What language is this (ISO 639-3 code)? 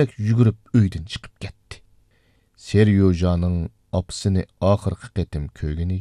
uig